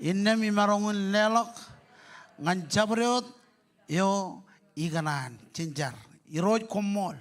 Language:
Marshallese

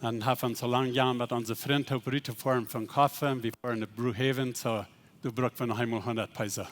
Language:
Plautdietsch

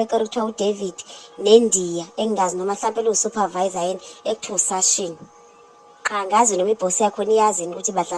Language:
Zulu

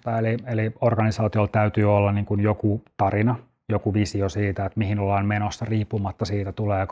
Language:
Finnish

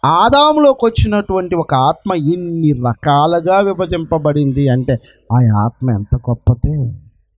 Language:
Telugu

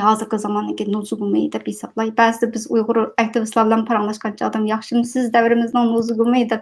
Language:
Uyghur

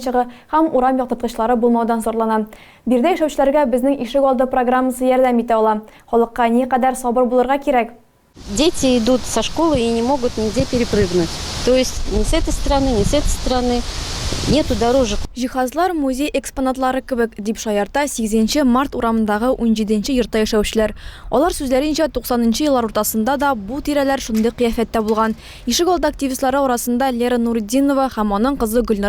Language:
Tatar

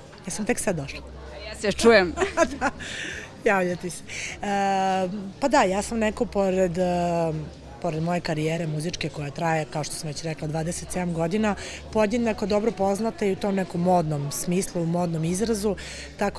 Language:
Serbian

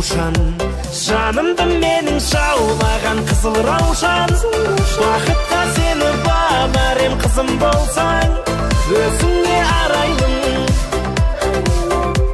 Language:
Kazakh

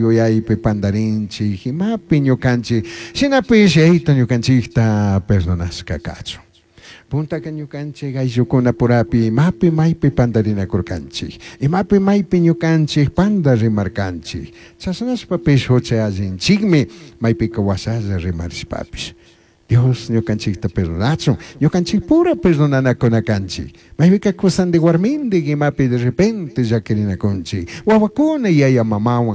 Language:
Chimborazo Highland Quichua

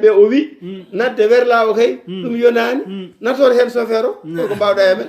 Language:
Fula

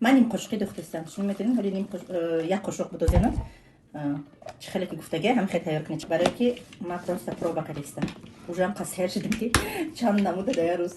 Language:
Tajik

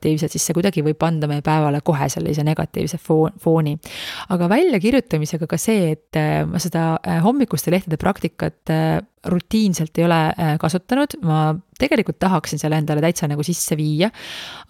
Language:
Estonian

